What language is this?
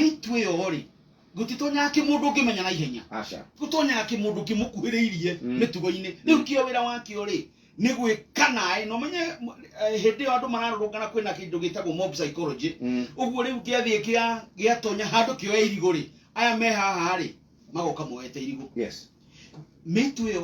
Kikuyu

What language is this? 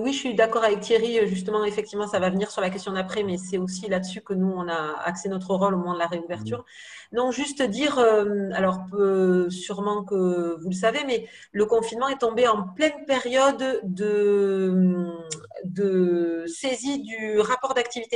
French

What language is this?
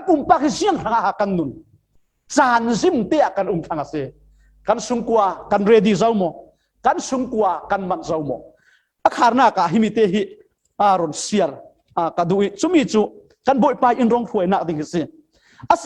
Falam Chin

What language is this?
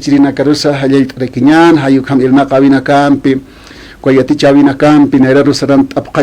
Aymara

